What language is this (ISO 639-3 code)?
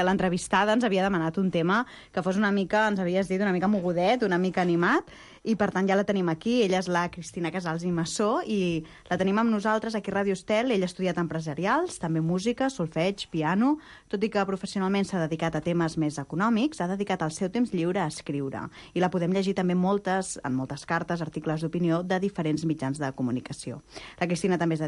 cat